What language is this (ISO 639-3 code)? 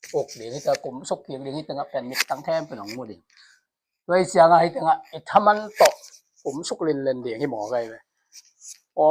ctd